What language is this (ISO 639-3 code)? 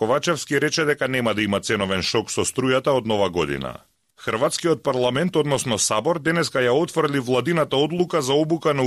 mkd